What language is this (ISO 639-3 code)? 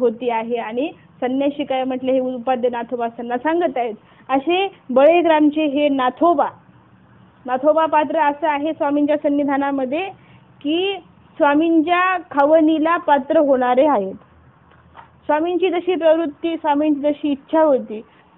mar